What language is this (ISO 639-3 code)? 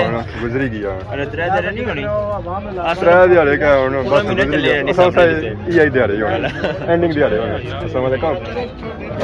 phr